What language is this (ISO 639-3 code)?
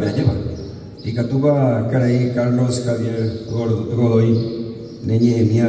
grn